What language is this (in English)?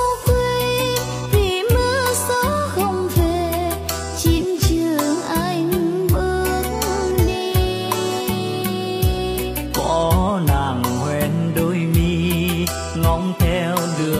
Vietnamese